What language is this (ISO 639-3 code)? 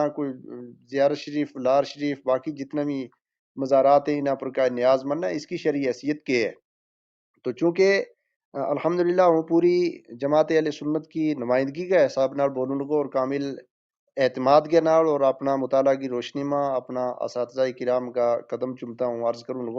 gju